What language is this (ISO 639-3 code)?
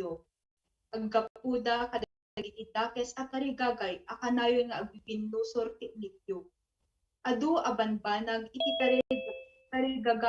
ilo